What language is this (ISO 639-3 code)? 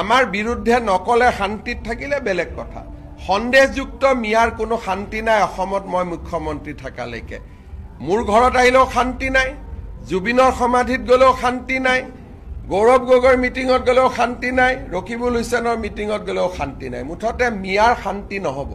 asm